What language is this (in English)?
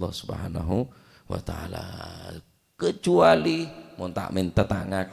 Madurese